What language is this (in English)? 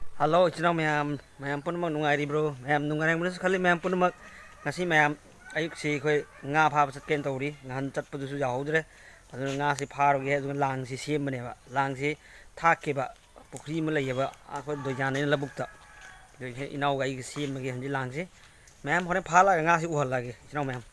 Manipuri